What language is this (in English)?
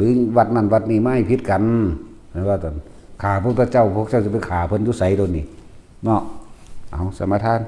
Northeastern Thai